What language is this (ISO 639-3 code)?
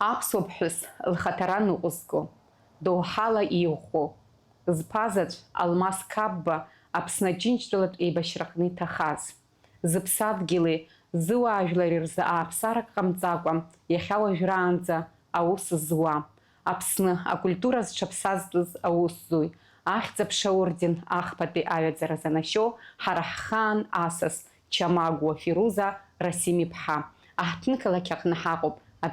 abk